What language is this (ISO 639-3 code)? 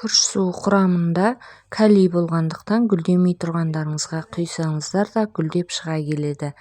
kaz